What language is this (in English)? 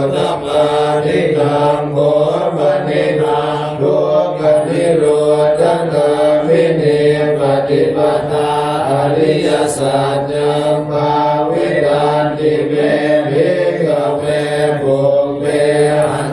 Pali